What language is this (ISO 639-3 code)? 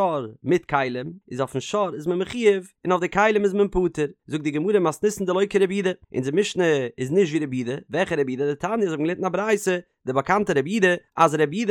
yid